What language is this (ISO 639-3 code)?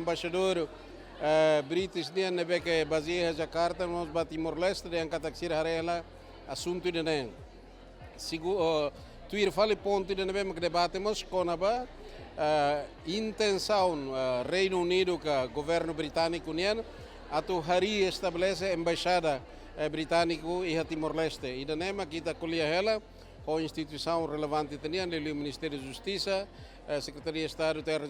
tet